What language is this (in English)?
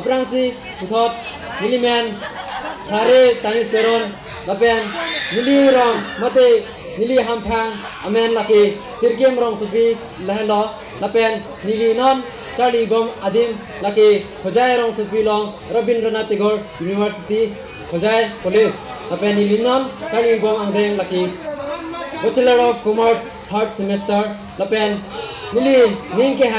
Karbi